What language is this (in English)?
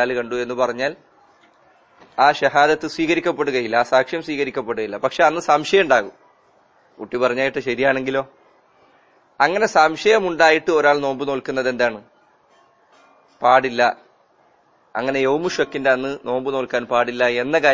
Malayalam